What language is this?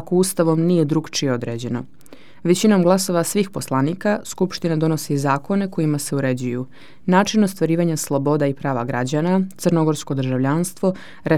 Serbian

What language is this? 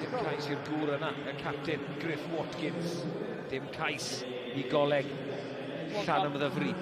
Welsh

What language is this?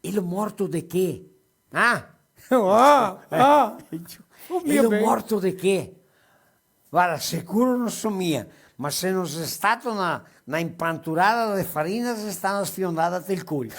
Venetian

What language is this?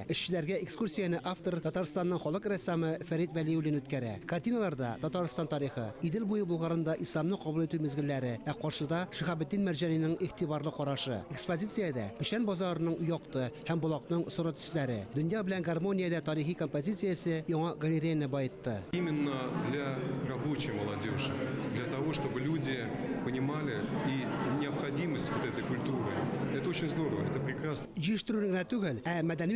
Tatar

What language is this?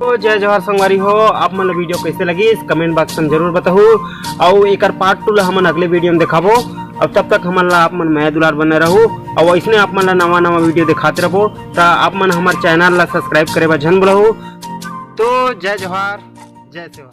Chhattisgarhi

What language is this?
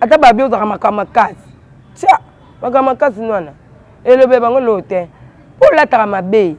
Lingala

